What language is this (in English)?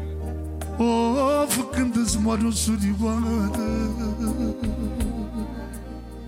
Romanian